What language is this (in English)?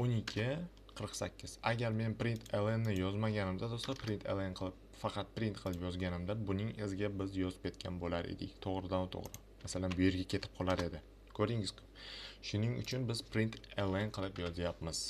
Uzbek